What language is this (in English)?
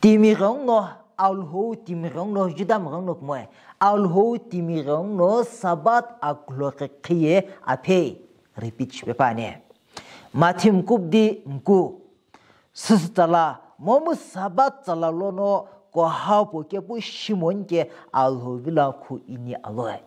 Sumi Naga